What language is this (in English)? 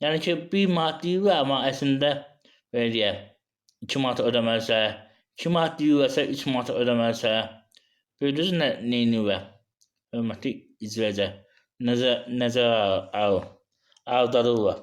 Azerbaijani